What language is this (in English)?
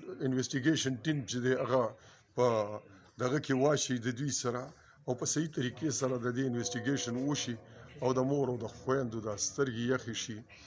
Pashto